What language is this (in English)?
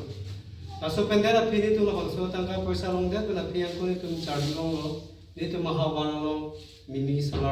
Karbi